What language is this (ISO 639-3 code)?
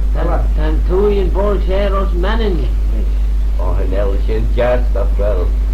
glv